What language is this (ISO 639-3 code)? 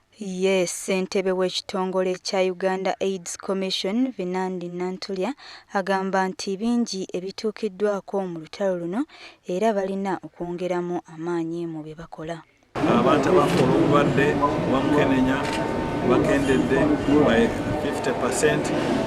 lug